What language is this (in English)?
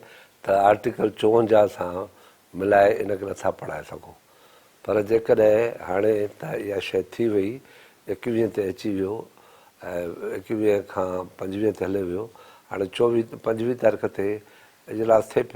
Sindhi